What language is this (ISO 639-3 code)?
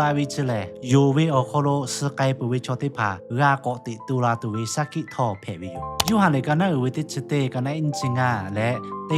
lhu